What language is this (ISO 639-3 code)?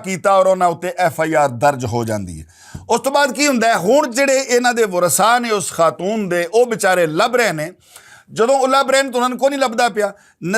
lah